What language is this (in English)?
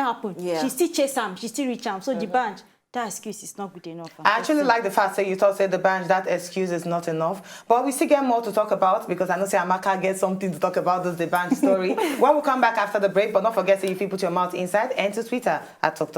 Nigerian Pidgin